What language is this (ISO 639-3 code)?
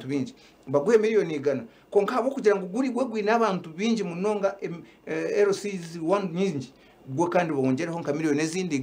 nyn